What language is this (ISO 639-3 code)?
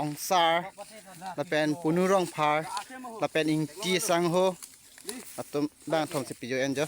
mjw